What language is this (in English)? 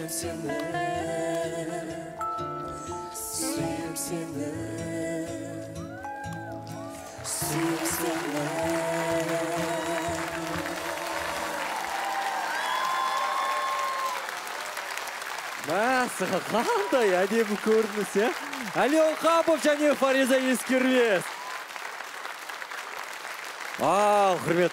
Kazakh